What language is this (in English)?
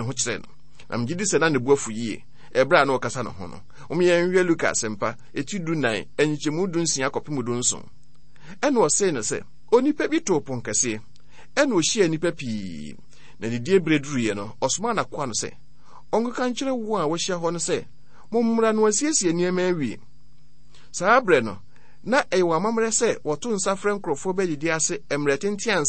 Akan